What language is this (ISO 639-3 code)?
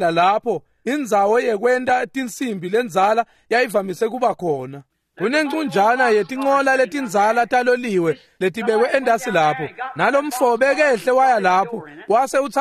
ssw